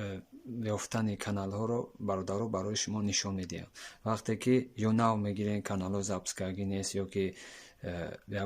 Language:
Tajik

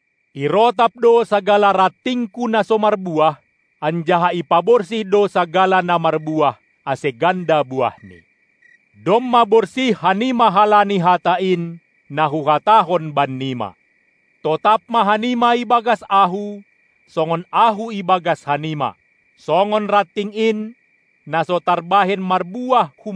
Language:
Batak Simalungun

